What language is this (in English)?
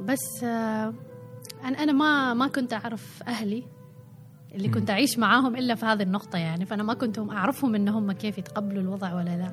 Gulf Arabic